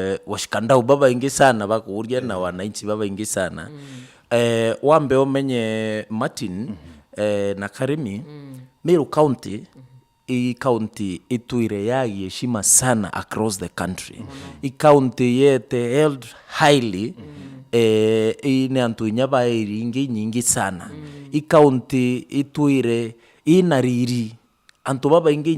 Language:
Meru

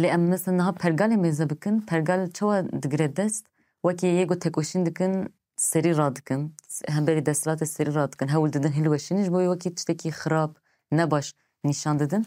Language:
Kurdish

